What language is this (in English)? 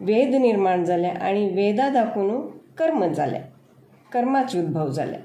Konkani